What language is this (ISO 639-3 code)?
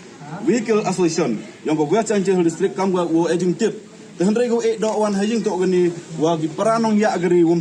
pbv